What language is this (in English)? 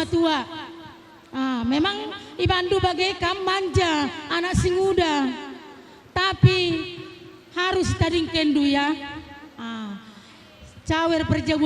Batak Karo